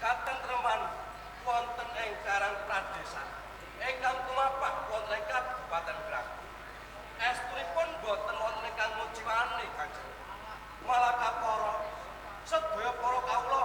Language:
Javanese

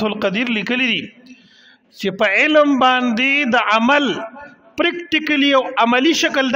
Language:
Pashto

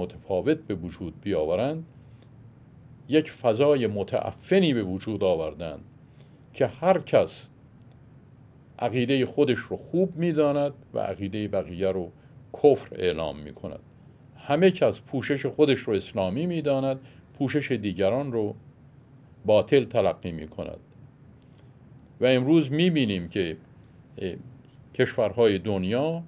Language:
Persian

